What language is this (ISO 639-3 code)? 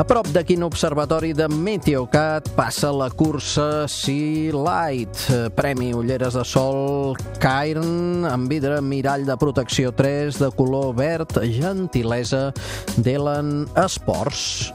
cat